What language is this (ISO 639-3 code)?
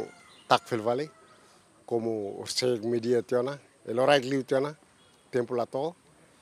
tet